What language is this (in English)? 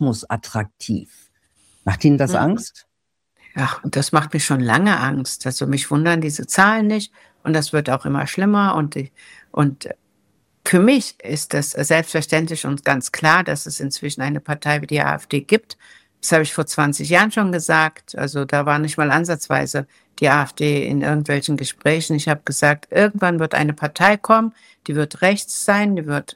German